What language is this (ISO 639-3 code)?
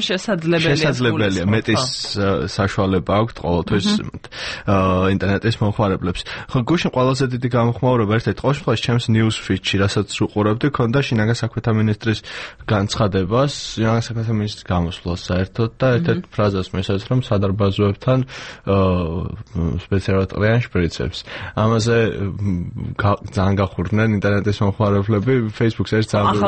kat